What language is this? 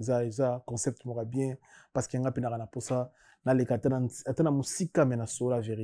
Lingala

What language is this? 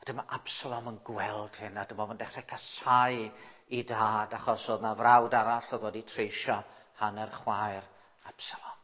Welsh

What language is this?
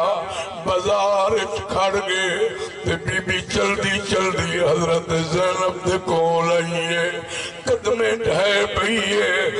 Saraiki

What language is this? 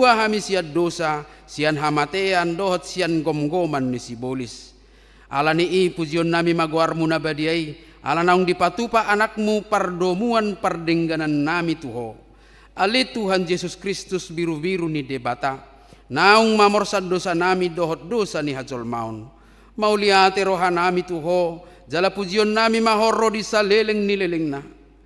Batak Toba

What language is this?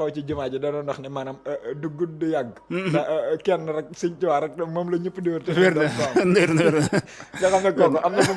Wolof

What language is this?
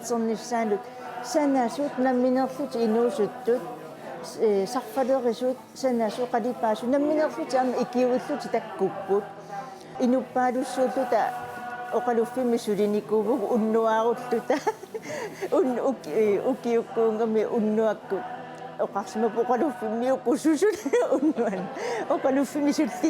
Kalaallisut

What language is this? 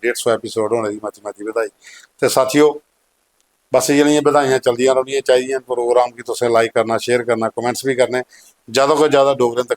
Dogri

